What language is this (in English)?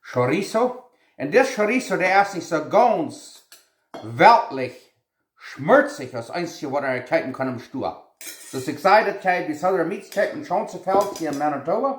Plautdietsch